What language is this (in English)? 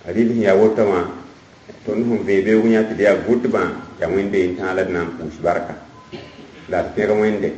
Mossi